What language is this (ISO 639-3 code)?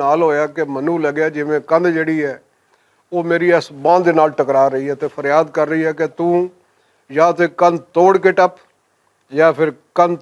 lah